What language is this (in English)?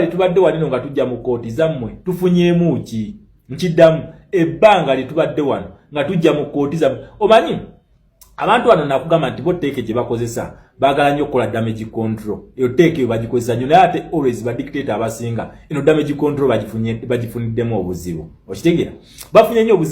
Ganda